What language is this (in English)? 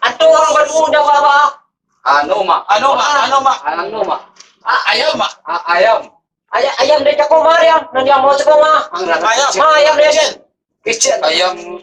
Minangkabau